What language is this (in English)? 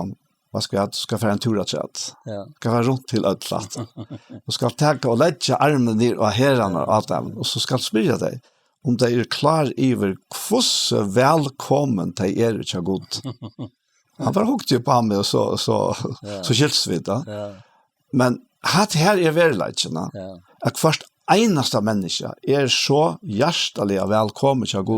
Faroese